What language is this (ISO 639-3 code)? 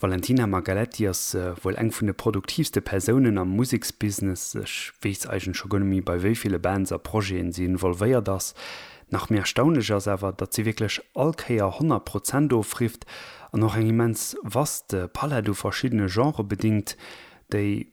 ltz